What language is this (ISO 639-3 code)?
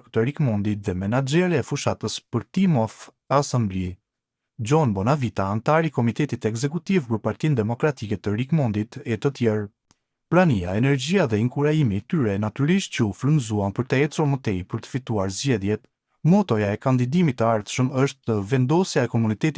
sqi